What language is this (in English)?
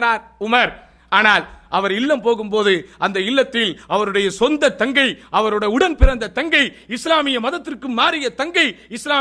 Tamil